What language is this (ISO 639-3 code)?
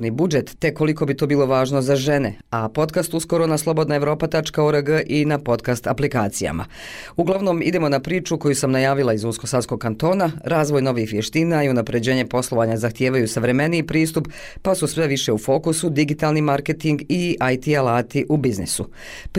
bos